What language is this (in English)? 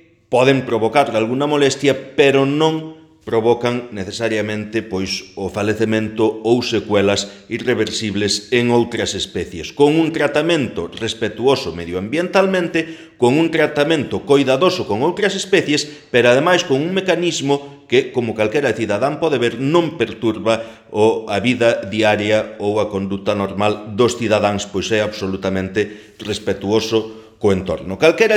Galician